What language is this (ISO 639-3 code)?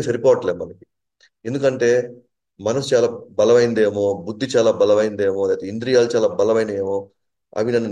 tel